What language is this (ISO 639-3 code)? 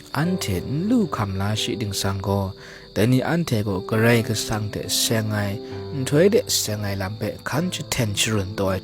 kac